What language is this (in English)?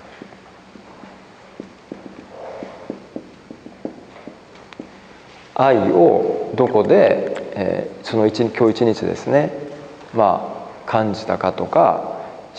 Japanese